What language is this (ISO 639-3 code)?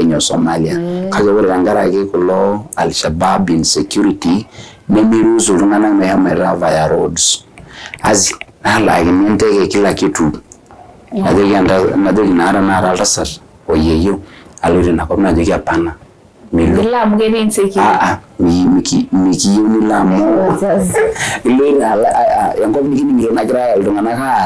mas